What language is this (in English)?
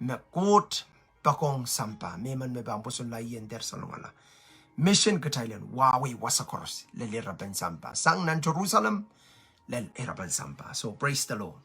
Pohnpeian